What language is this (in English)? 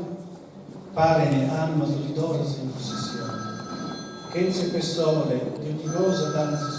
Sardinian